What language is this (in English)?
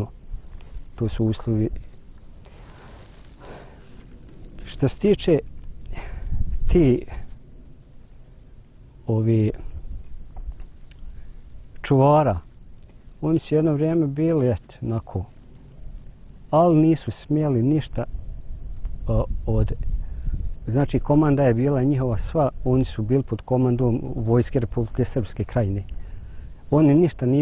Bosnian